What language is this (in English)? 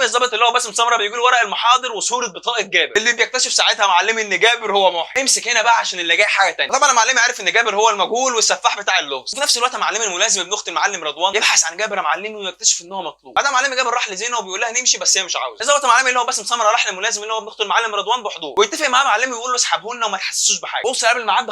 Egyptian Arabic